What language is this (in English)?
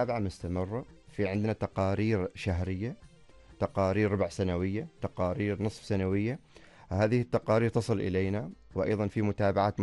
Arabic